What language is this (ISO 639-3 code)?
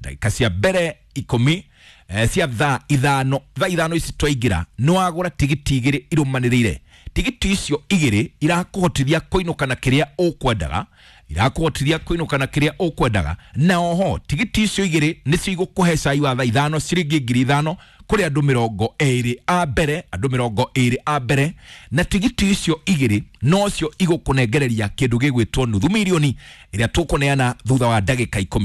kik